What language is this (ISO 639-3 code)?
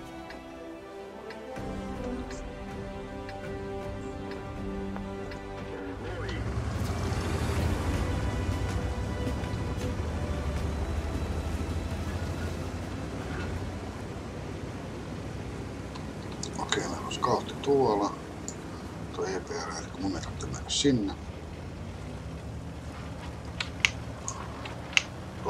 fin